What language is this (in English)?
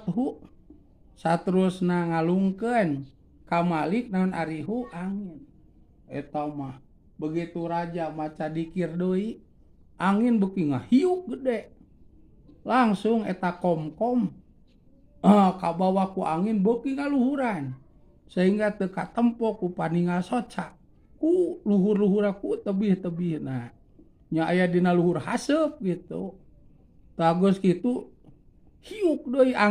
Sundanese